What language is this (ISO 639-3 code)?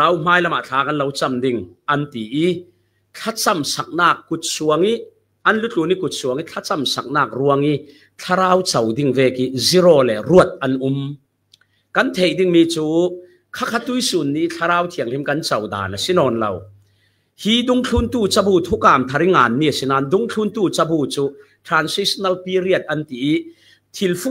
cfm